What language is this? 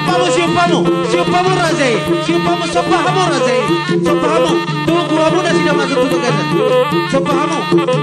Batak Toba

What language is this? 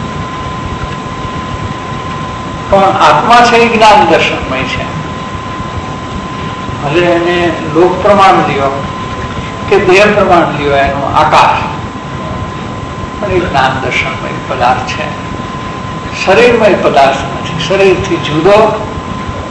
Gujarati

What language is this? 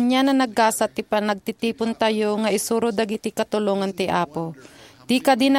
Iloko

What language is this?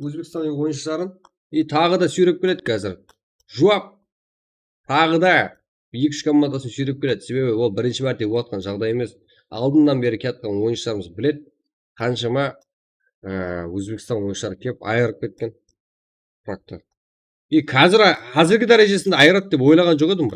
Kara-Kalpak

